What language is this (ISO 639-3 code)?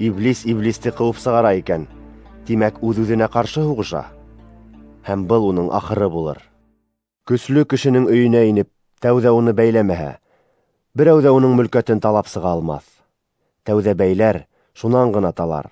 bak